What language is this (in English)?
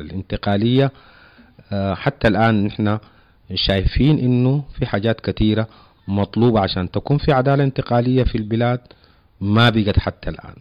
Sudanese Arabic